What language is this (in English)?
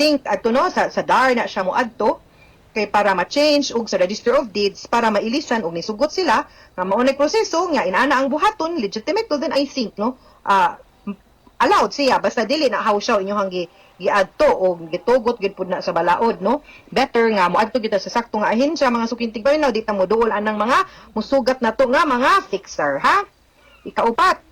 Cebuano